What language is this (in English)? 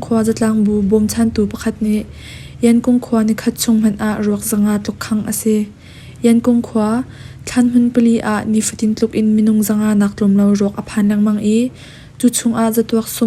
Hakha Chin